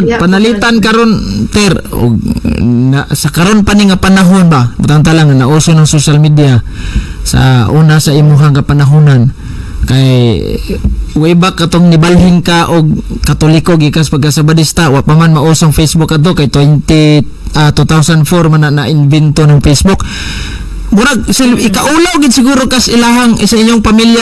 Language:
Cebuano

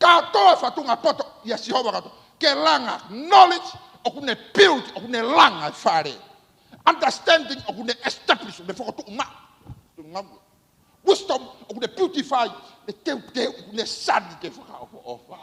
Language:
Tongan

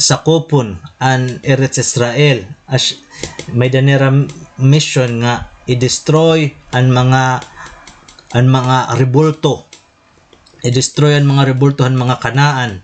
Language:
Waray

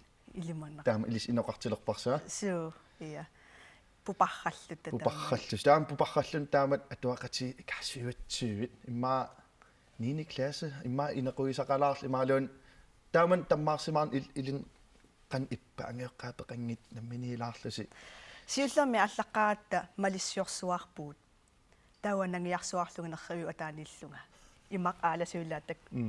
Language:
Kalaallisut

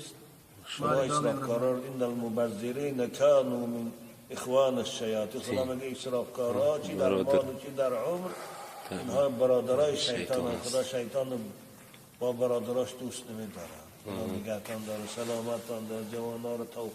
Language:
Tajik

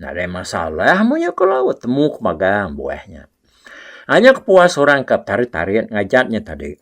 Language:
Iban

